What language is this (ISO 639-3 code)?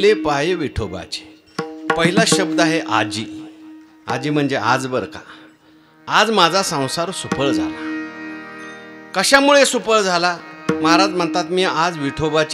mar